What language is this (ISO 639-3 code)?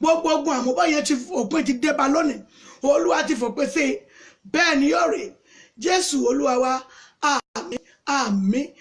yor